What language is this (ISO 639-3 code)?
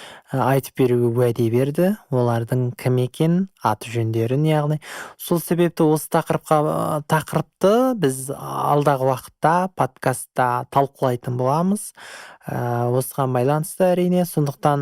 kaz